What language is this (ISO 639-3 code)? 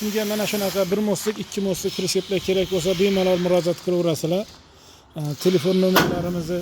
uzb